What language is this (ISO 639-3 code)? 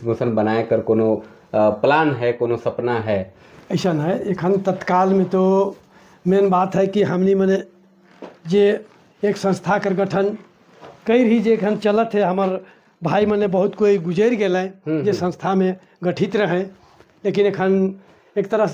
sck